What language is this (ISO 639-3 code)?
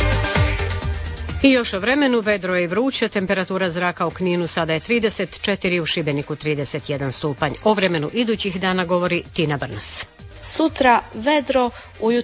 hrv